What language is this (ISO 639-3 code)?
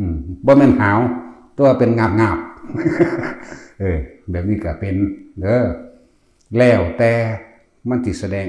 tts